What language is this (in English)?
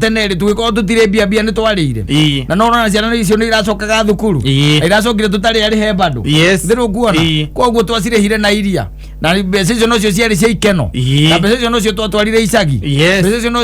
Kikuyu